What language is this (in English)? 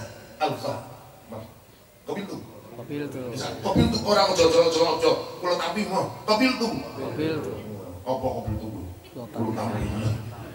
Javanese